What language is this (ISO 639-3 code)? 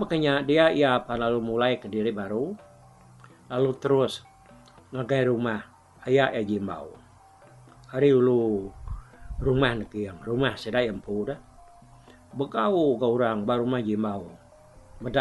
iba